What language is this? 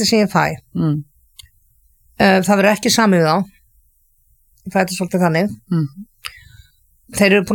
Icelandic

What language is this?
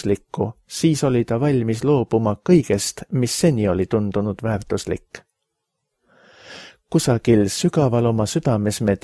Estonian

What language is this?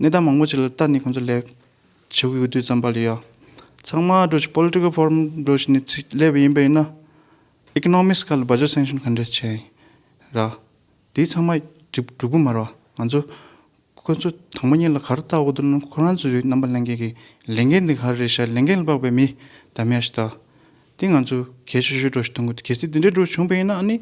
Tibetan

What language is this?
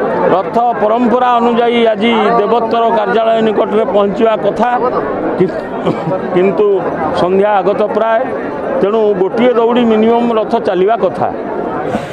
Odia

